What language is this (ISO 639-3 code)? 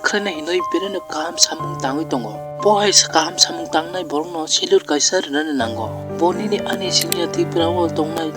trp